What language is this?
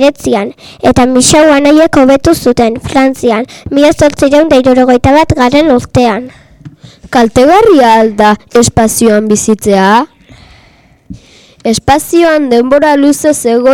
Basque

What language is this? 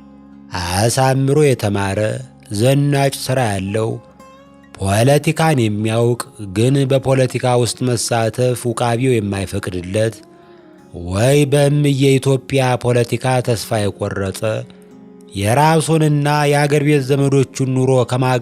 Amharic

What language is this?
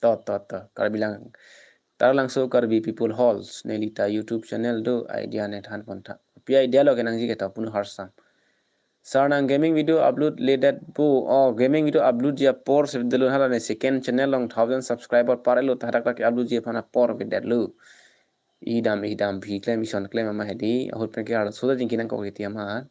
Karbi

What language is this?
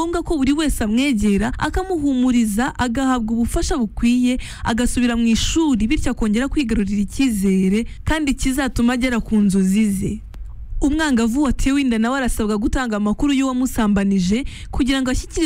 Kinyarwanda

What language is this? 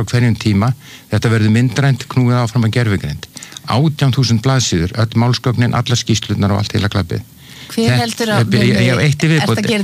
Icelandic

